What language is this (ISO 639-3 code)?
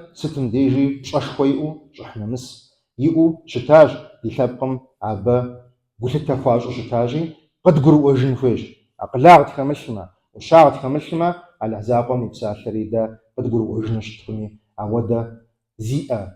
kbd